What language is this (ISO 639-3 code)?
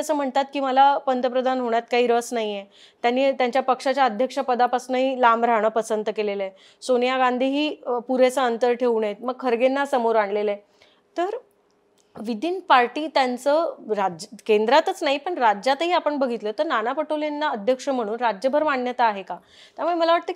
mar